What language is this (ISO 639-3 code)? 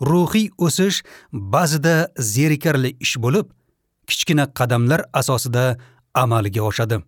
uzb